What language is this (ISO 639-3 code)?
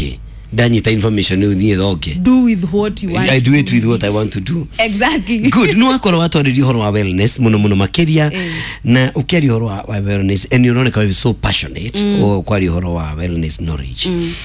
kik